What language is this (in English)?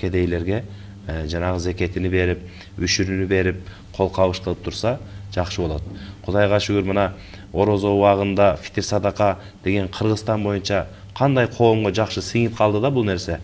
Kyrgyz